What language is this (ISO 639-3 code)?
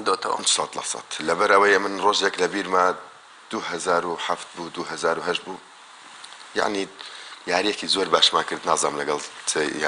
ckb